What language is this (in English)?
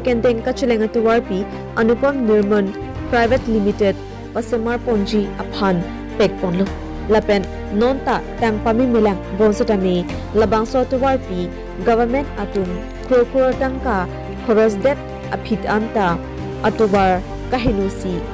Karbi